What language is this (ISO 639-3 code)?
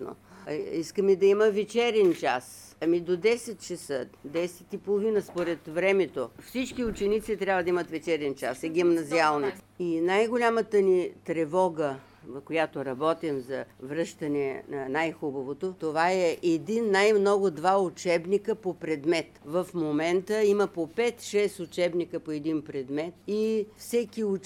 bul